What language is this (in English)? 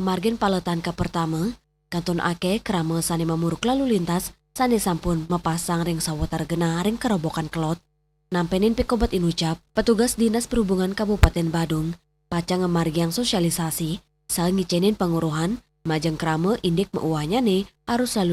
Balinese